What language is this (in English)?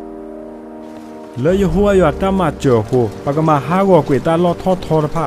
S'gaw Karen